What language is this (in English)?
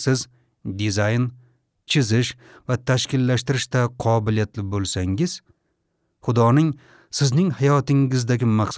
Uzbek